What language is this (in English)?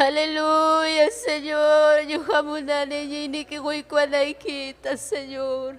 Ayacucho Quechua